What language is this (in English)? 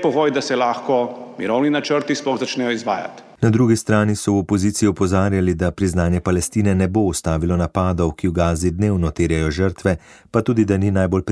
Slovenian